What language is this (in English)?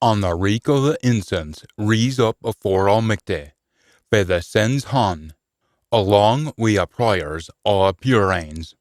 Scots